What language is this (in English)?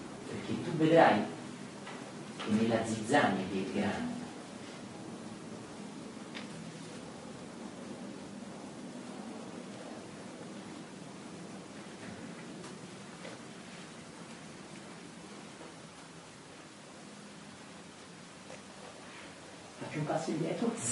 Italian